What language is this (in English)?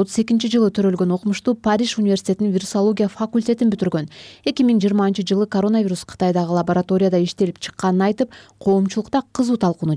Kyrgyz